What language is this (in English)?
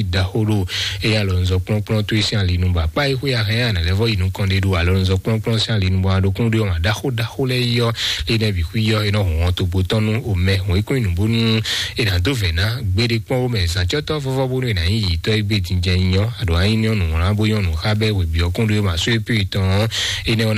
Fon